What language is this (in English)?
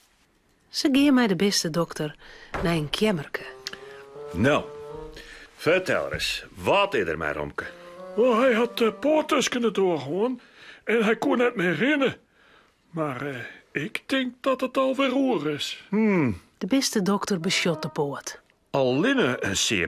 Western Frisian